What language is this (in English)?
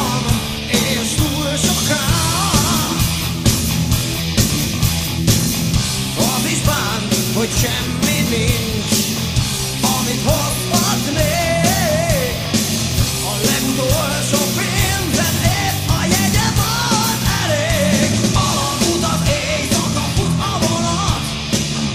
Hungarian